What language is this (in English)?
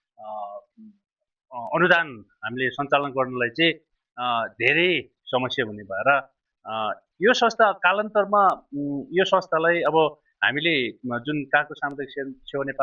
Nepali